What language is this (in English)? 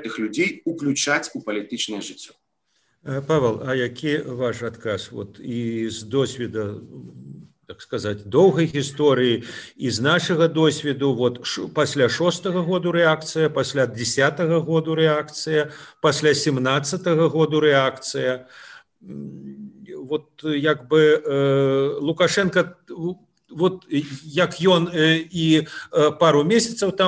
Belarusian